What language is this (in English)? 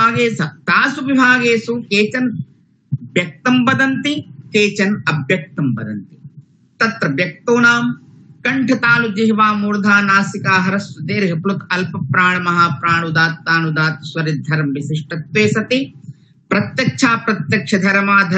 Sanskrit